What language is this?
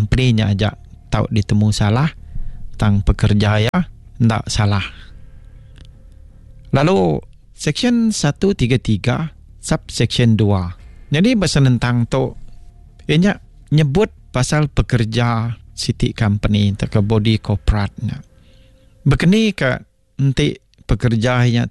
Malay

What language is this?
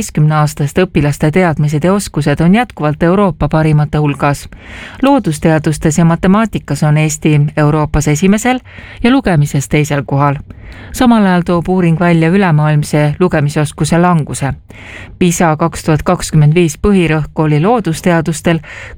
Estonian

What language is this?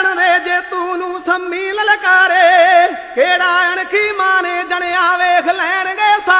Punjabi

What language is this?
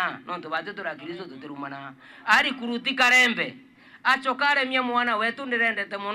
Meru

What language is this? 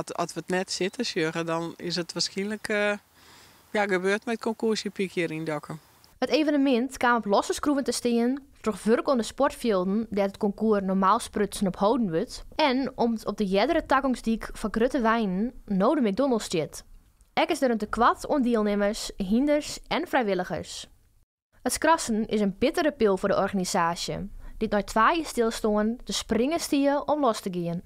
Western Frisian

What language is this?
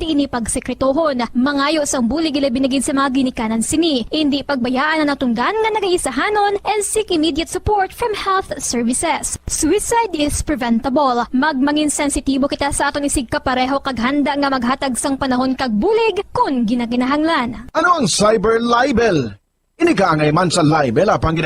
Hiligaynon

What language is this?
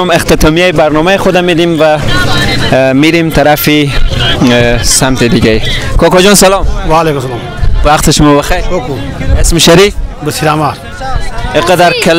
Persian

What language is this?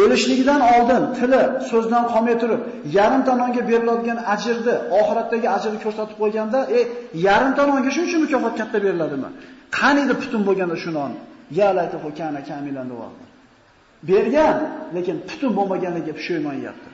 Uzbek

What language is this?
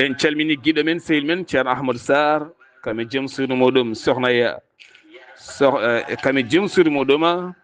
Fula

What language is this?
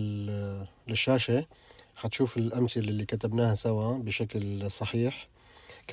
North Levantine Arabic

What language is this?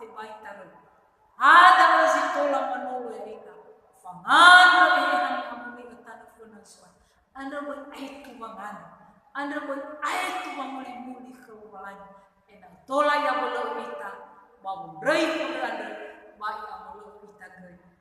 Nias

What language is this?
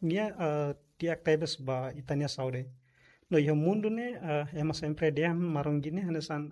Tetum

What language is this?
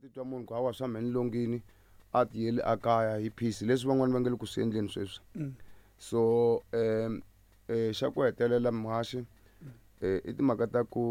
Tsonga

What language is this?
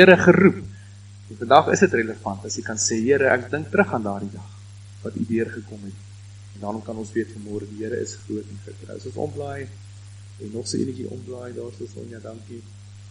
Afrikaans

